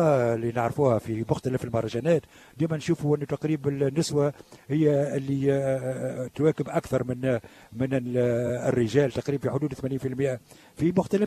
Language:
Tunisian Arabic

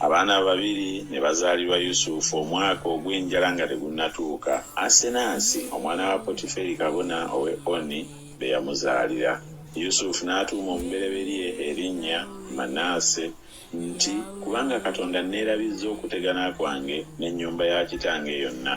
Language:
Ganda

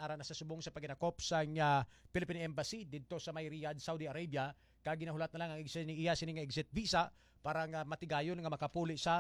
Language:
Hiligaynon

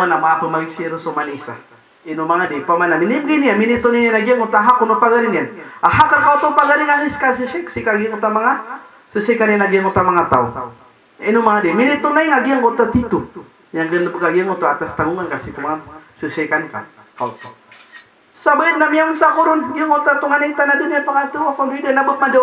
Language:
Maranao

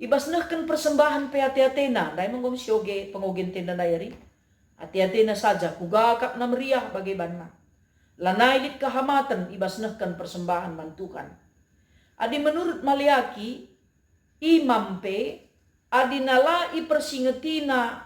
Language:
Batak Karo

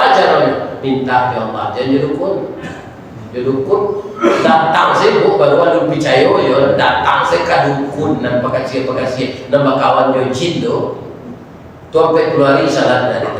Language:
Minangkabau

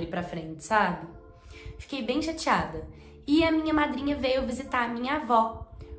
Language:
Portuguese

